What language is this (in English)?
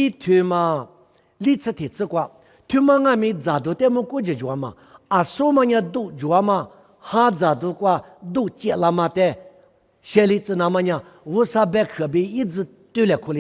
Lisu